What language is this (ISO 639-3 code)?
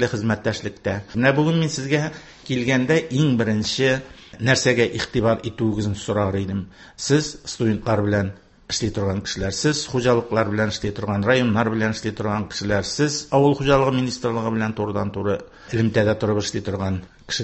tat